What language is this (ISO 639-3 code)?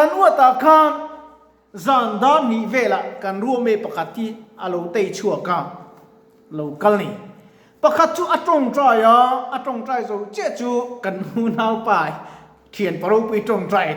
lus